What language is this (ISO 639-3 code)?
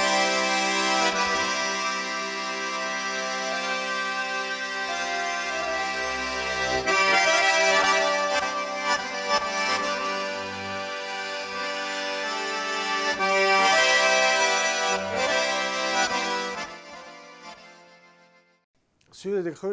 che